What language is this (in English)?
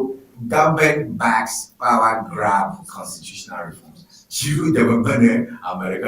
Ewe